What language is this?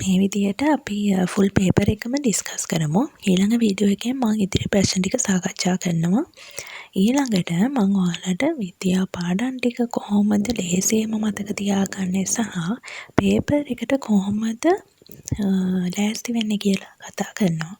Sinhala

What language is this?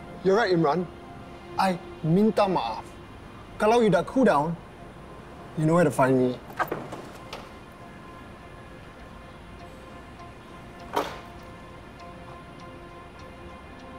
Malay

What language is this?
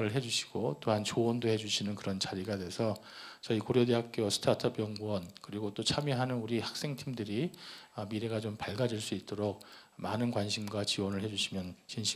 Korean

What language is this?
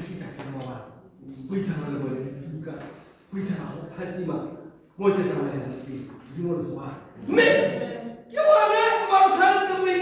Tswana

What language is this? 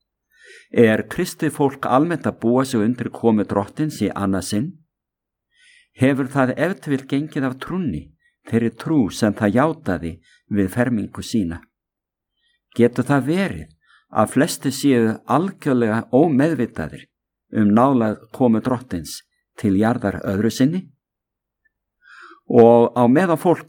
Icelandic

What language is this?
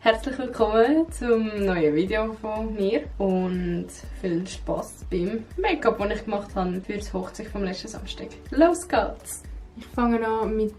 Swiss German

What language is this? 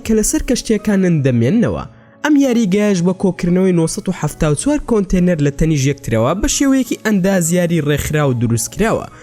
Central Kurdish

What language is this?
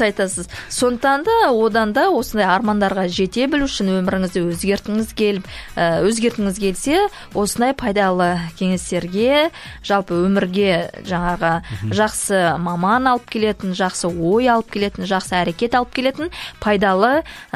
Kazakh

